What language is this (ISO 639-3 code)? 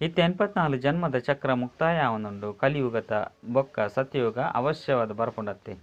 tcy